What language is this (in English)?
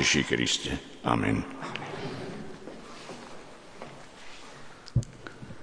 Slovak